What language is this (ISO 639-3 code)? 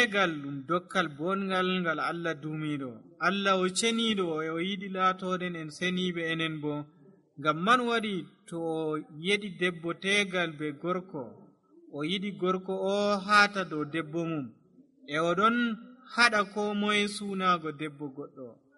fuv